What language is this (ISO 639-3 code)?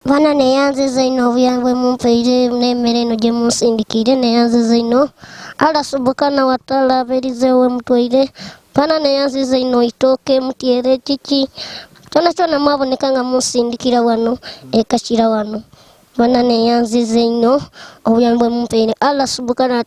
lug